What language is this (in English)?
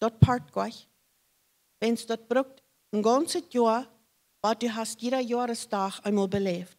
Plautdietsch